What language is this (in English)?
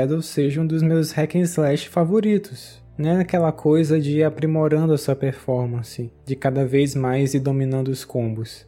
Portuguese